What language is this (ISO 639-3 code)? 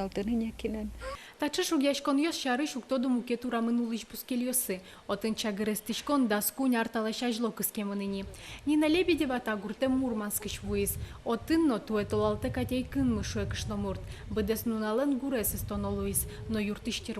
udm